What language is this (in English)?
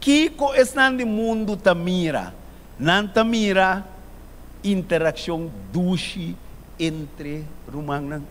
Papiamento